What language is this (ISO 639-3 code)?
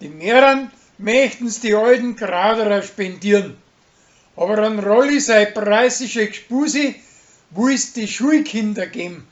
bar